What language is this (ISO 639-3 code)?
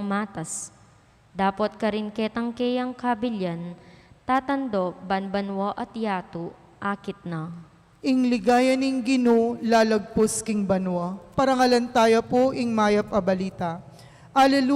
pam